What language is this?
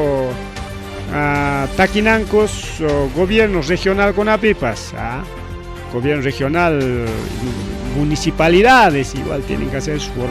Ayacucho Quechua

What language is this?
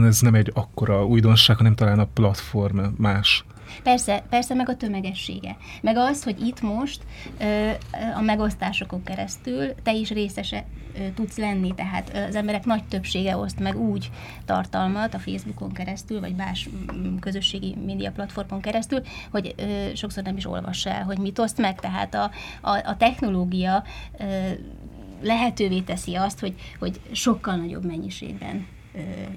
Hungarian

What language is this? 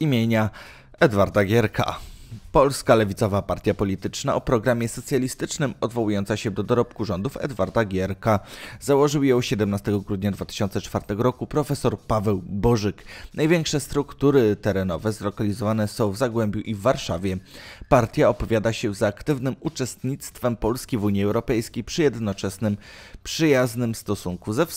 Polish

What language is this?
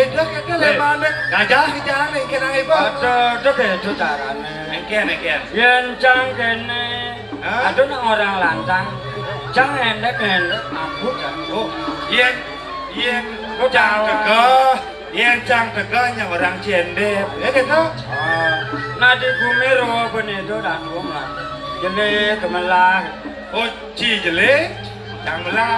Balinese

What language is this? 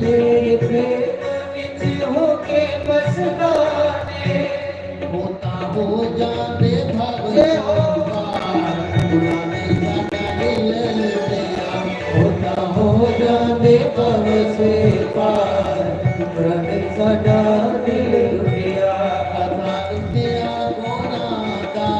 Dogri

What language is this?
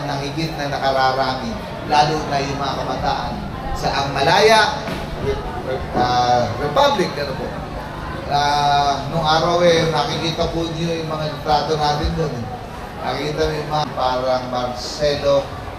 Filipino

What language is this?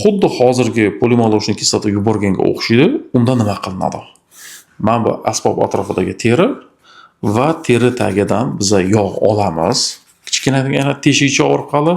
Uzbek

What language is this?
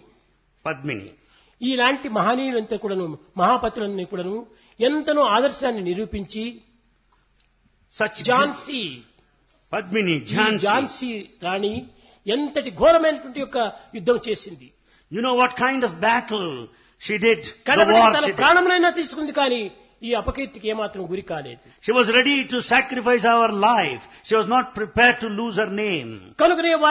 Telugu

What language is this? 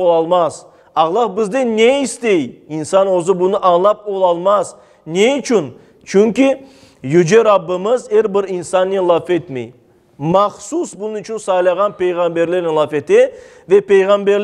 Crimean Tatar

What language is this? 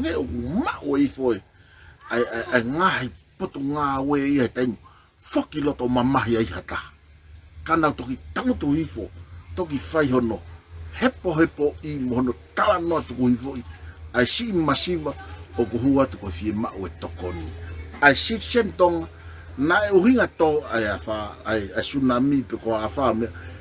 Tongan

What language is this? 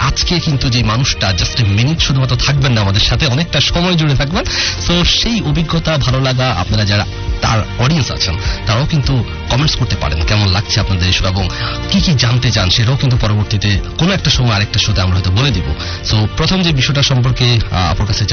Bangla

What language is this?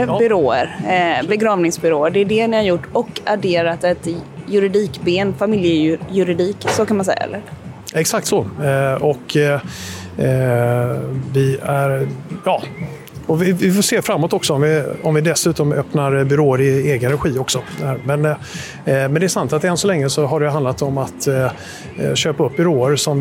Swedish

